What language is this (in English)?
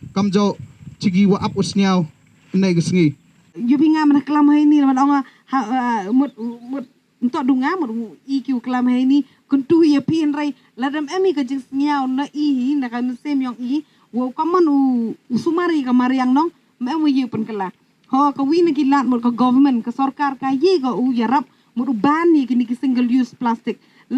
Pnar